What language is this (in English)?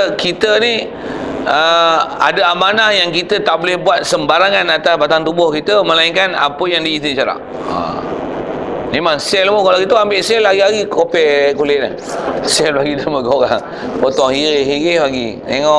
Malay